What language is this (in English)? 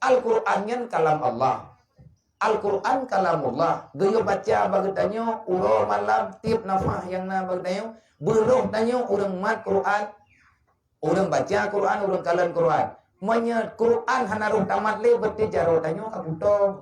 Achinese